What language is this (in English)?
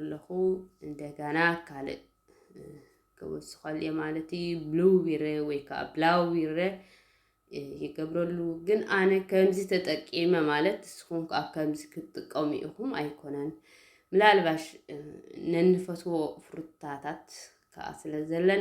Tigrinya